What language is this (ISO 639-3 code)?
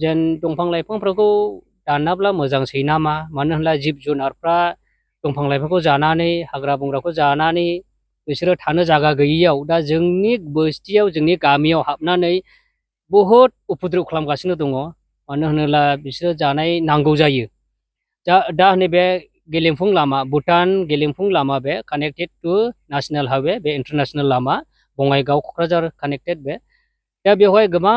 brx